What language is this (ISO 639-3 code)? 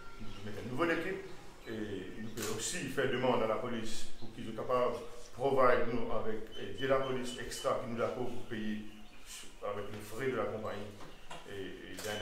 mfe